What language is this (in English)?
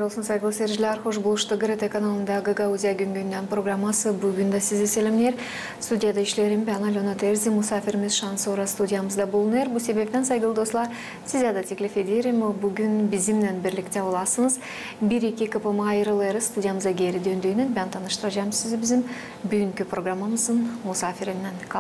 Gagauz